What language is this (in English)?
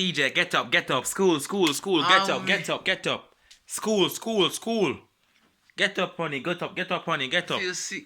Jamaican Creole English